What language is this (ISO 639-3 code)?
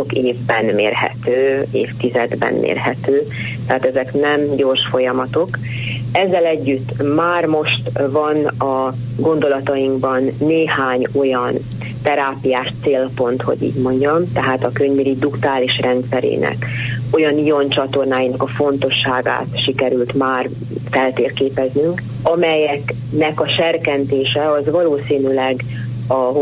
hun